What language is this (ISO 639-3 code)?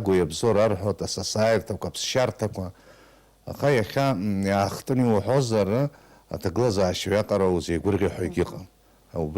abk